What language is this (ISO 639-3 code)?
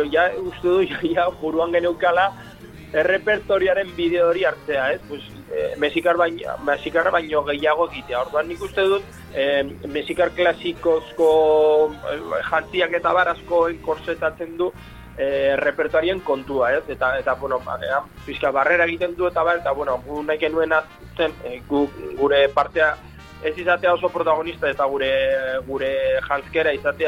eus